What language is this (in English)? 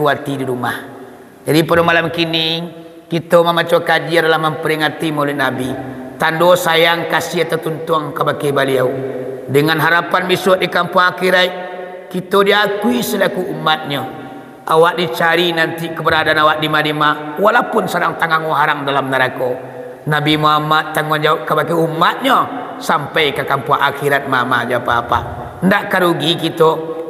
Minangkabau